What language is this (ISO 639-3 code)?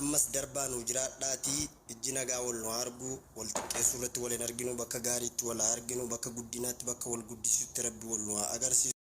orm